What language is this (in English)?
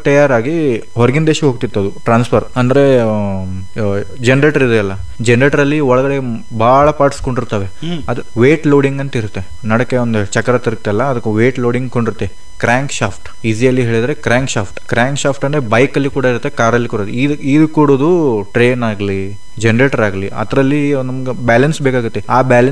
Kannada